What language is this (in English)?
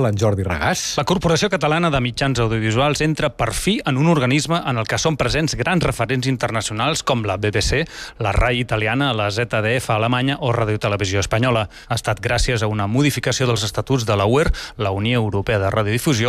Catalan